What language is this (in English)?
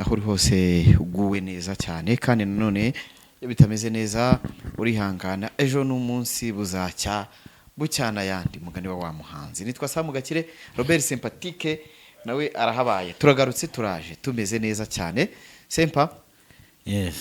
Kinyarwanda